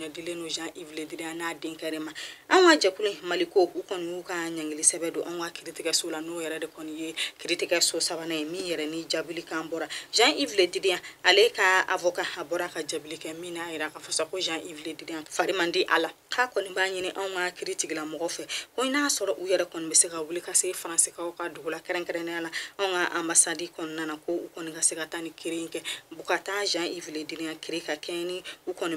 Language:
Bambara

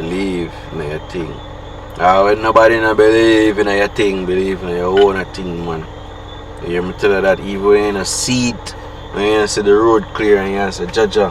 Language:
Jamaican Creole English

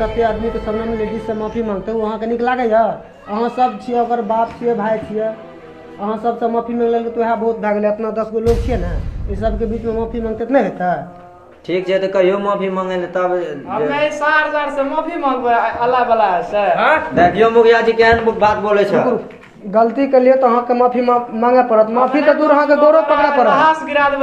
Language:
Maithili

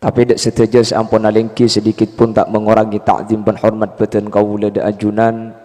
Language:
Madurese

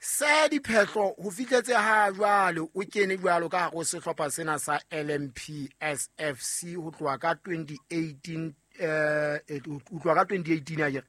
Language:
Southern Sotho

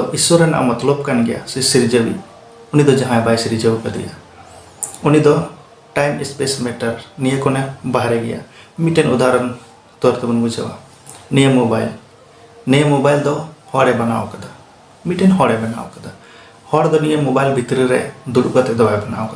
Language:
Santali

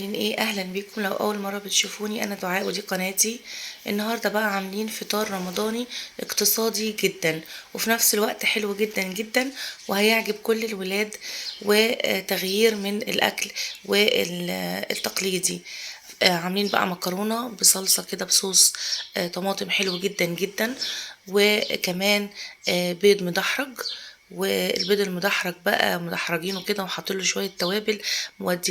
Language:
Egyptian Arabic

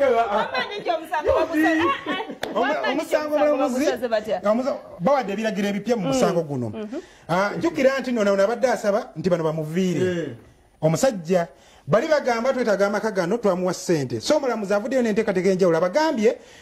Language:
Ganda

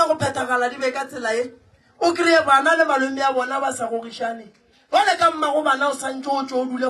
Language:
Northern Sotho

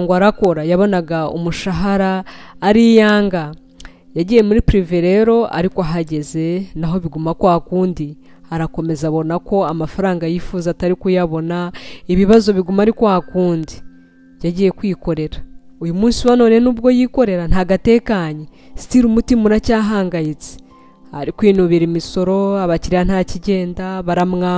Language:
Kinyarwanda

